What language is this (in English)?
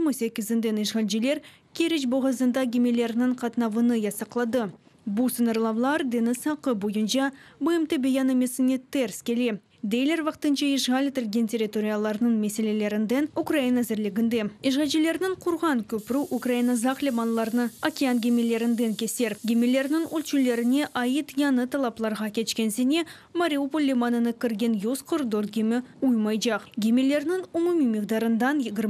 Crimean Tatar